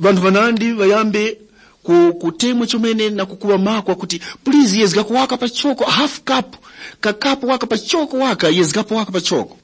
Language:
Tumbuka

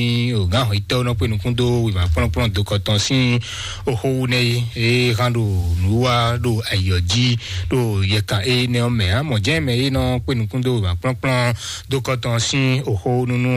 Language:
Fon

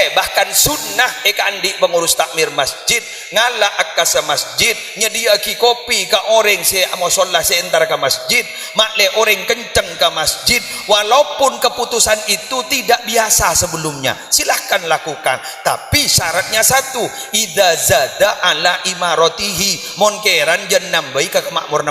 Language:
Madurese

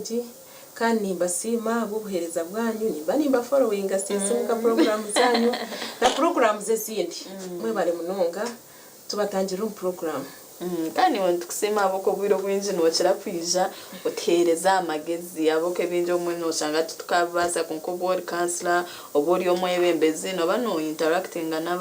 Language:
Nyankole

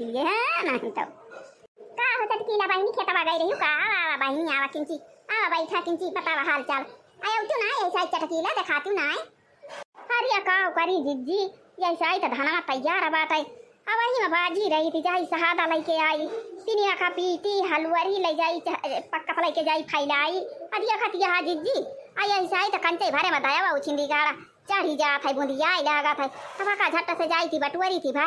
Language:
Awadhi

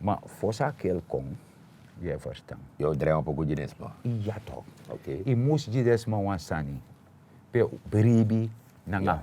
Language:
Sranan Tongo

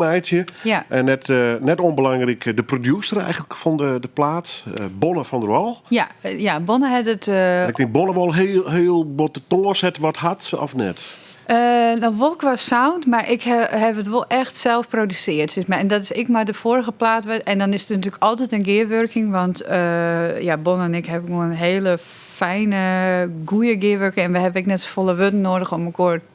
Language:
Western Frisian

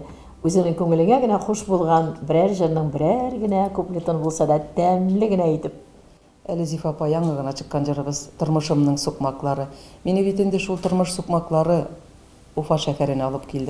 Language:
Tatar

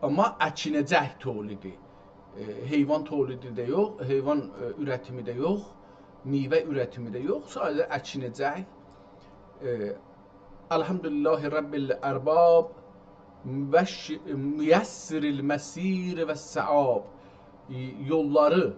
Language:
South Azerbaijani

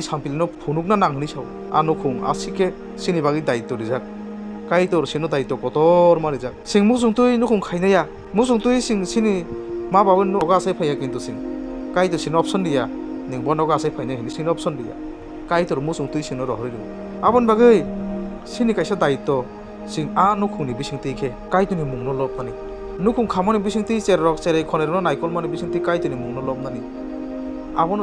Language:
Kok Borok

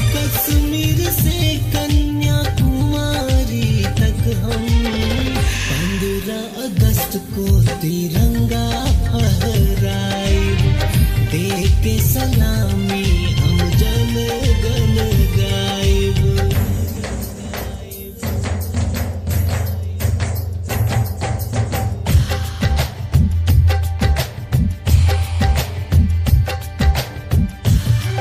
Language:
Bhojpuri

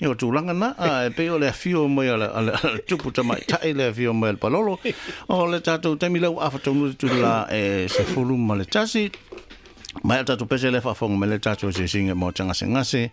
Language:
Samoan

